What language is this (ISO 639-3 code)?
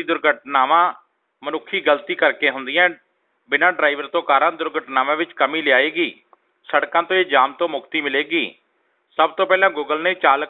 pan